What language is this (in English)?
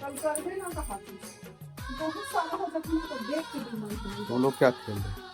Chhattisgarhi